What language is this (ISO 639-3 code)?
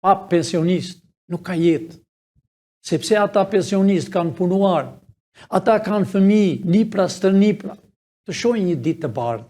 sqi